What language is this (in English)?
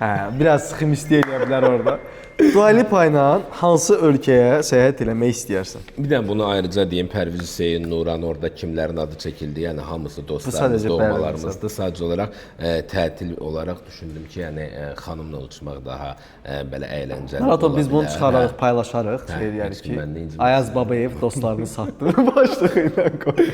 Azerbaijani